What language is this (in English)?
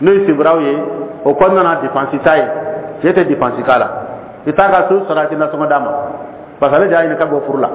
Dyula